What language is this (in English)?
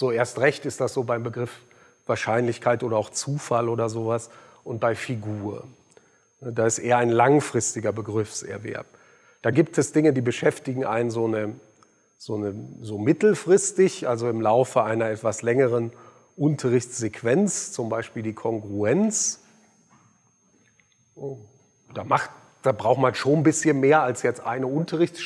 German